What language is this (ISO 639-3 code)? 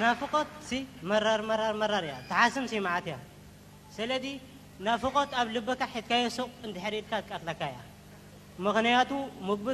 tir